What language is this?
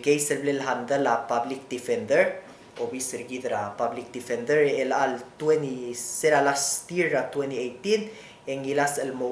Palauan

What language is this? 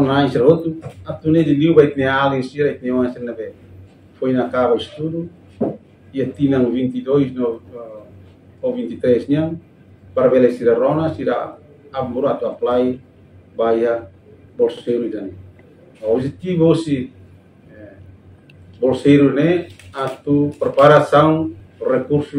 Tetum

